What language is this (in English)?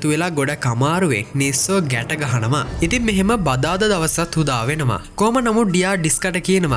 Sinhala